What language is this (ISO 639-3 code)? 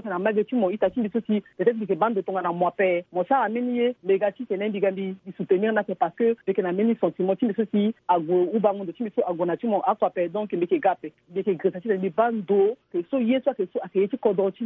sag